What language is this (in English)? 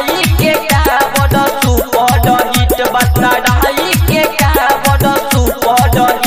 Bhojpuri